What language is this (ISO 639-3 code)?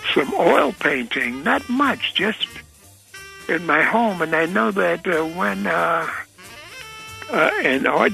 eng